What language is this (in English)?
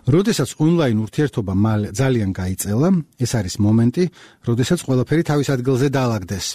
Georgian